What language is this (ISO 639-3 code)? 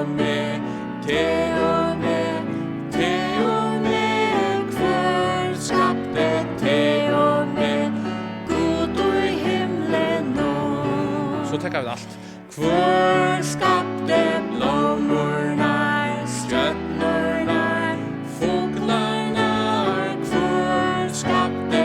fao